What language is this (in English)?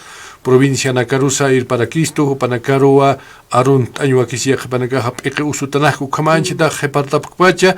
Aymara